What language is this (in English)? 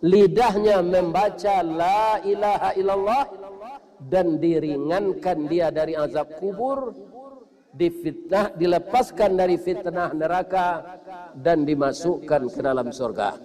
Minangkabau